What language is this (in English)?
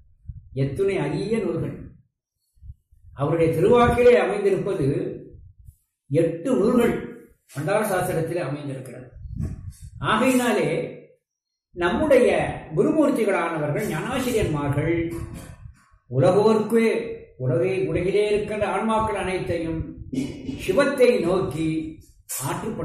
Tamil